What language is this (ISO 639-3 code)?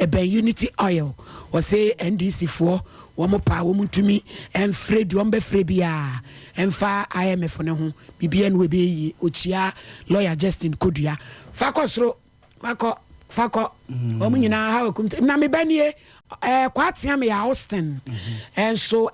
aka